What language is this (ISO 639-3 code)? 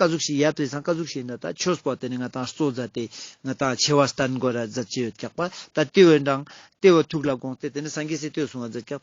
lbj